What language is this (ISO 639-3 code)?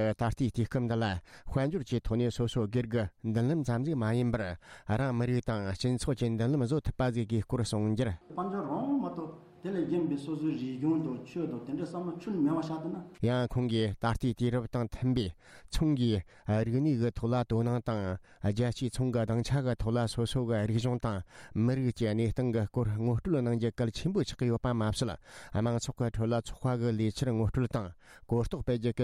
bod